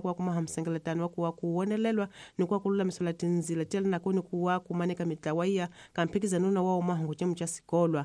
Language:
Tsonga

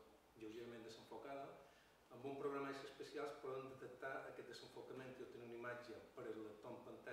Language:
Catalan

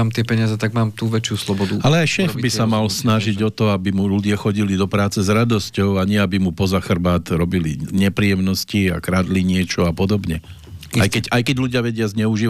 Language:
Slovak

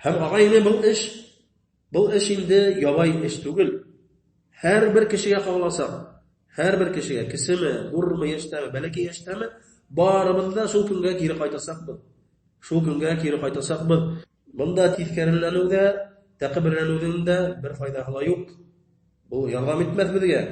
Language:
Bashkir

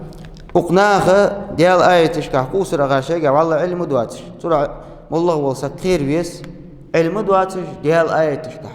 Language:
Ingush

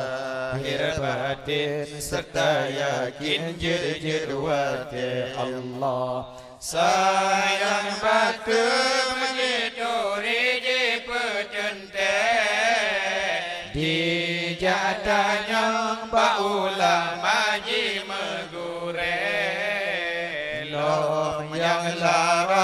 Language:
Achinese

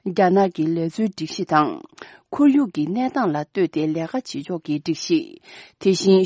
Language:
Tibetan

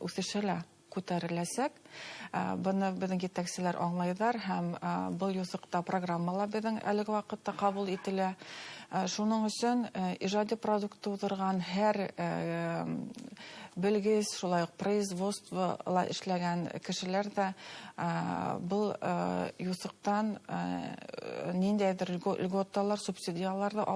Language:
Bashkir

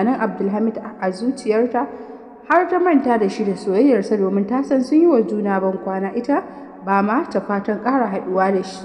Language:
Hausa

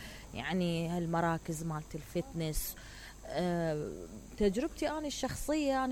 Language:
Mesopotamian Arabic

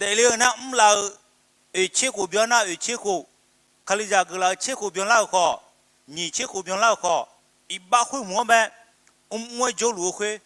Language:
Akha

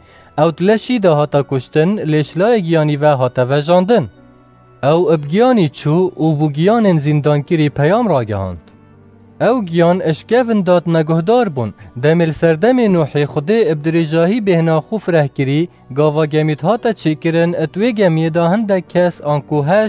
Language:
Kurdish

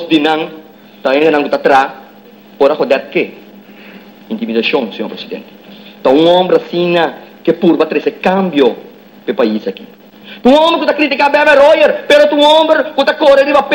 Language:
Papiamento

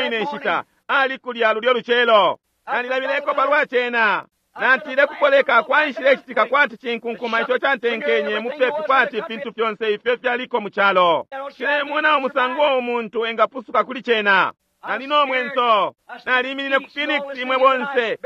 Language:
Bemba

